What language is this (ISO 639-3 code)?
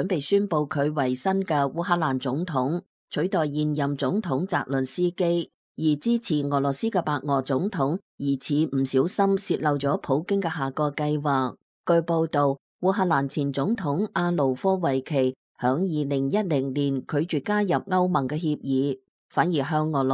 yue